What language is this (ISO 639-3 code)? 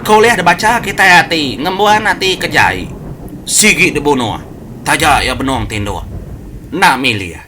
iba